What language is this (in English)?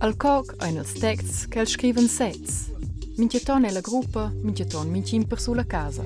Romansh